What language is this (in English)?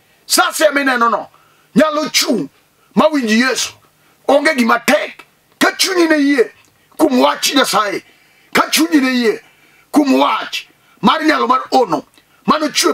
Luo (Kenya and Tanzania)